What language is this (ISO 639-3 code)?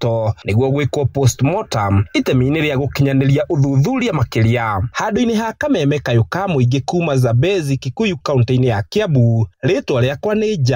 kik